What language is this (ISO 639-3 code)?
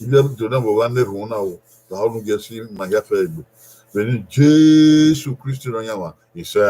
bin